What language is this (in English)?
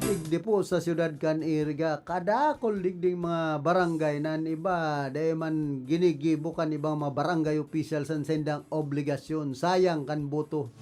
Bikol